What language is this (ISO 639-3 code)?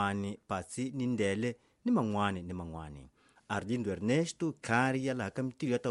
tso